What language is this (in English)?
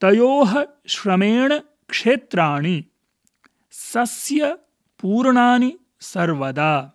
Sanskrit